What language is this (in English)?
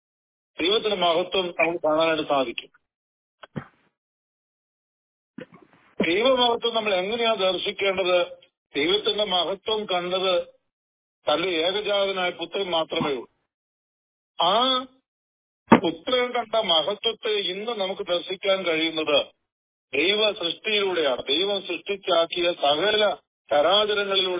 Malayalam